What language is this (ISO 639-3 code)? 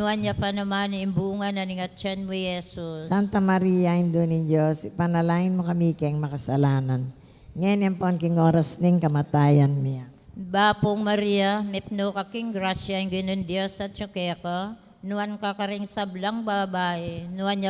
pam